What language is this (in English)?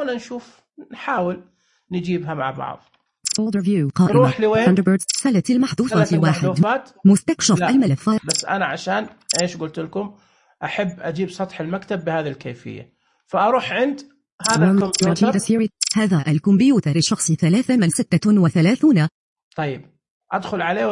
Najdi Arabic